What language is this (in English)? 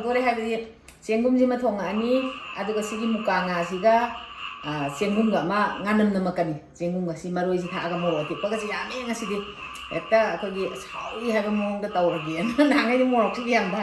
Manipuri